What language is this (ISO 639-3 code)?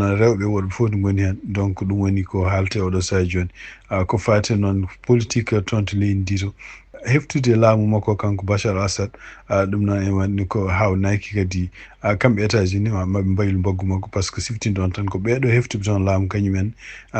ful